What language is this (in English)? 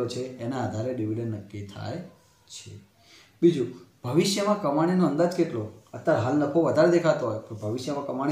Gujarati